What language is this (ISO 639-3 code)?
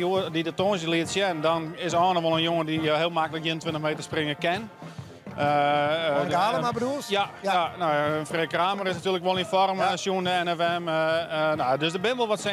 fry